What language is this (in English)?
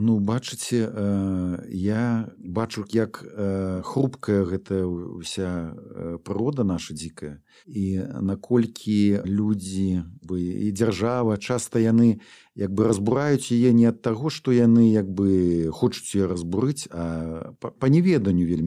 Belarusian